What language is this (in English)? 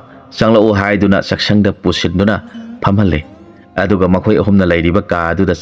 Manipuri